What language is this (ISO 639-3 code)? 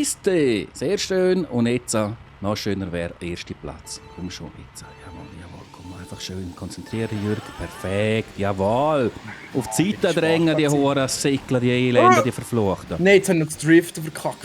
gsw